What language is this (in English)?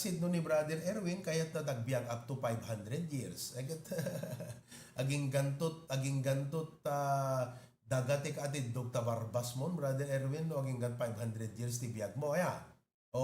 Iloko